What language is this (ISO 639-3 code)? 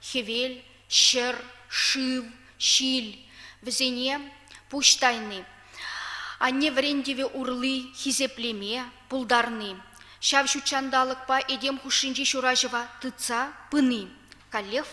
chv